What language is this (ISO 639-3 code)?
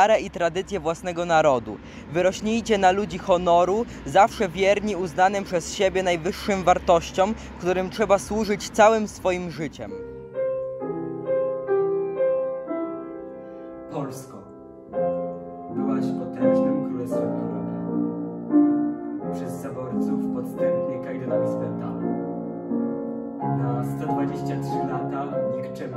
pol